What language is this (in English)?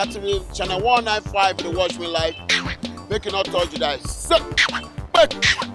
Nigerian Pidgin